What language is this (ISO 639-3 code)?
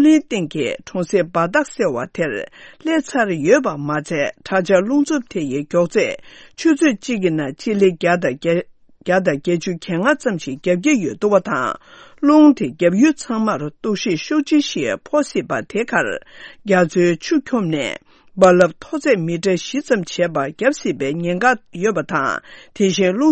bod